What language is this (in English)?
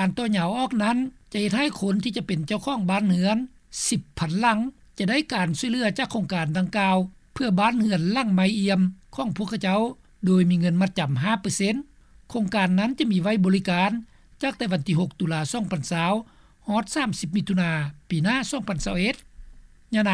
Lao